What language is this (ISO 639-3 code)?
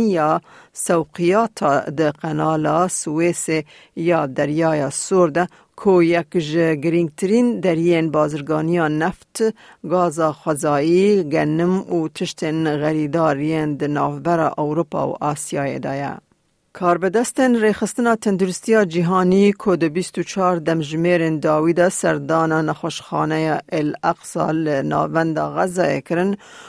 kur